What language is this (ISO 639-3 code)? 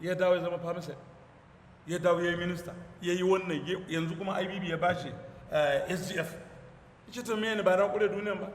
hau